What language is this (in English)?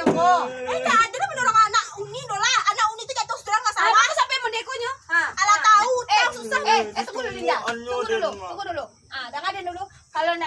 Minangkabau